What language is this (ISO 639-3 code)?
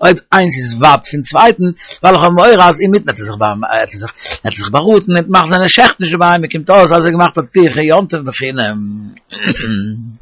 yid